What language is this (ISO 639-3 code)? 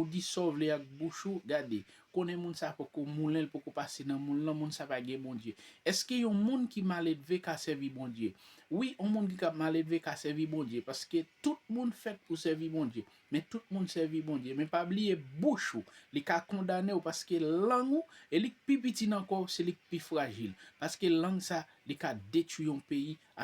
hat